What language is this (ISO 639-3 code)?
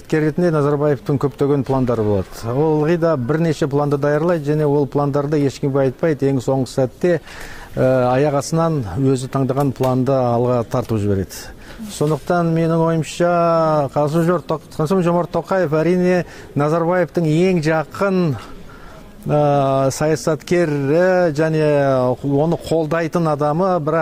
kir